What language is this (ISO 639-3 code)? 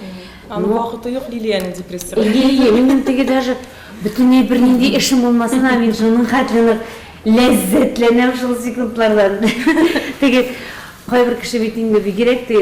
tat